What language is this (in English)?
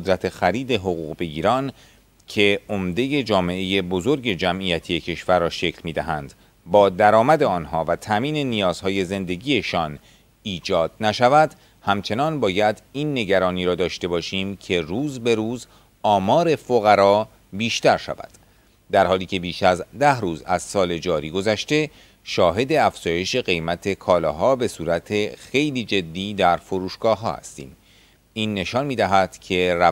Persian